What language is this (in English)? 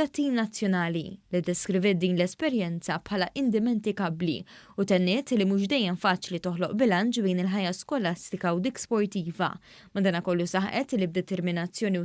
Maltese